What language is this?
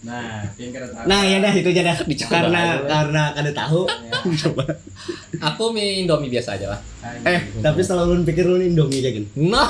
Banjar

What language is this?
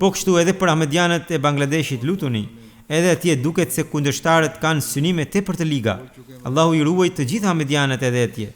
Albanian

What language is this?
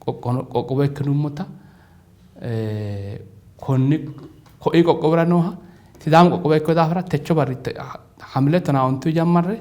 Sidamo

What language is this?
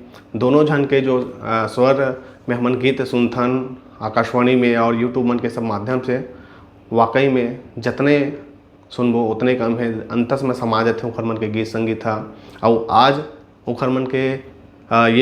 Chhattisgarhi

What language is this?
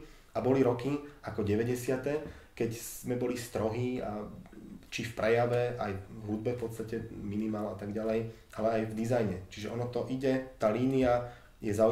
Slovak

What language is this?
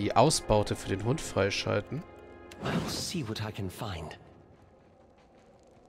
German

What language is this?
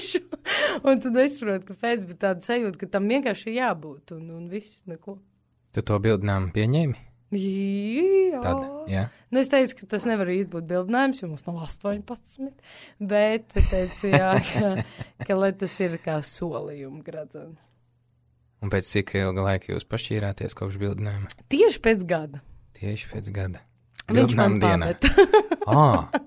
Latvian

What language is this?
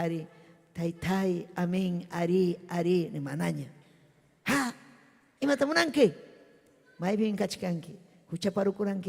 Ayacucho Quechua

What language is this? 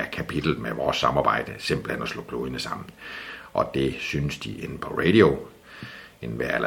Danish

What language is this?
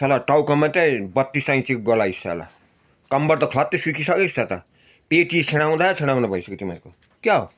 Nepali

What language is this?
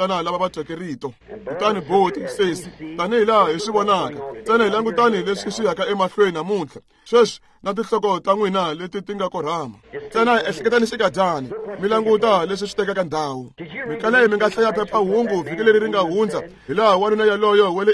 Tsonga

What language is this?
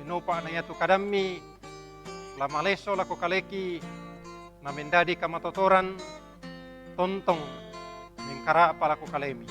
Toraja-Sa'dan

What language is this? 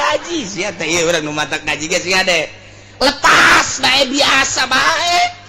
Sundanese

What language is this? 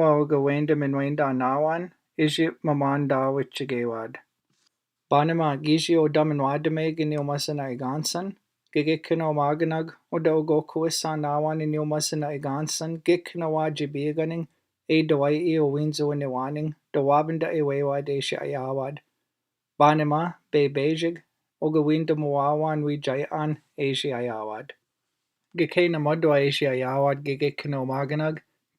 Chippewa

